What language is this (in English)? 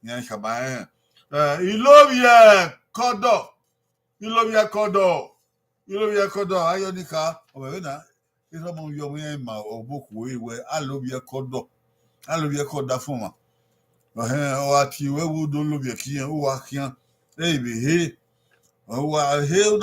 Bini